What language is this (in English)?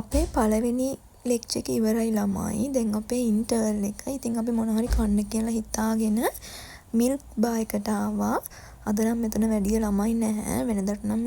Sinhala